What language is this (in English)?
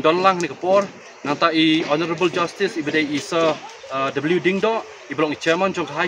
Khasi